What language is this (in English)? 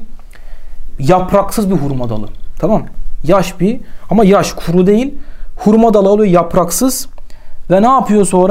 Turkish